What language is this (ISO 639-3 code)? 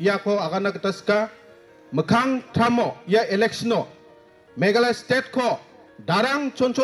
grt